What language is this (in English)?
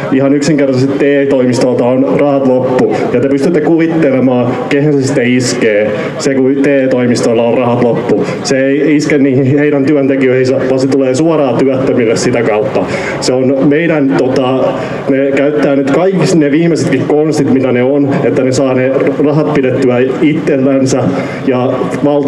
Finnish